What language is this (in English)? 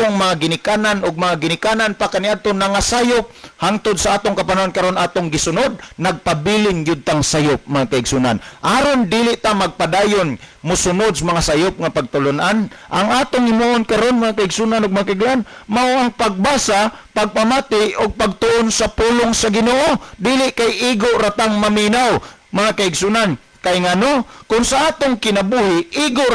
Cebuano